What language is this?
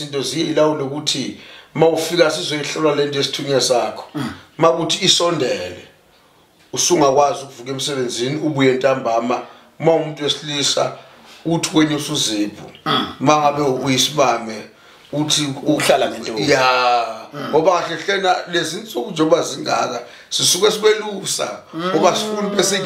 Zulu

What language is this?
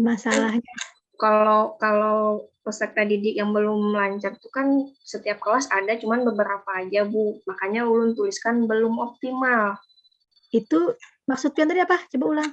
Banjar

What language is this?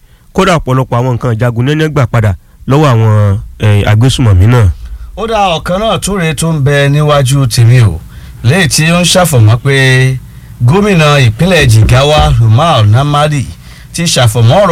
Yoruba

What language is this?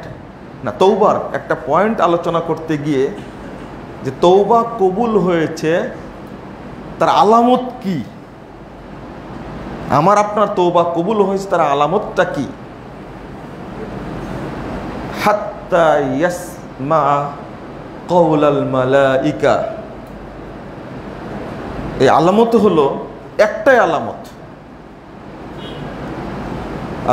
Bangla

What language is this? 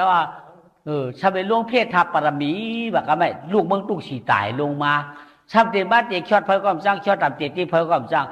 Shan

